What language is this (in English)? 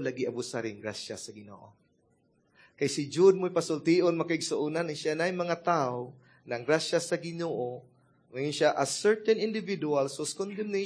Cebuano